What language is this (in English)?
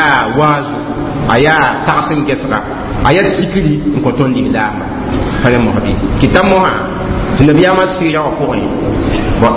Mossi